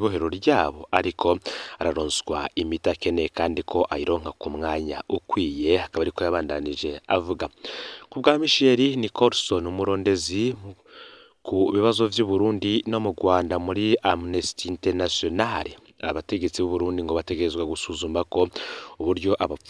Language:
Rundi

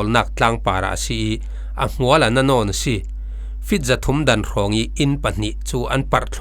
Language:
Falam Chin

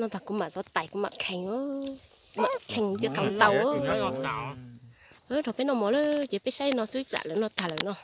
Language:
Hmong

